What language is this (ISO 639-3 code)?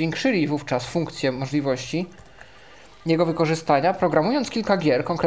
pol